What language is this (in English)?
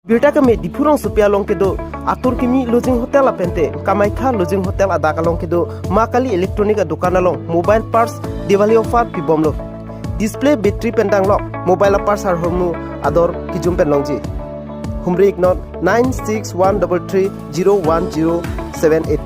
Karbi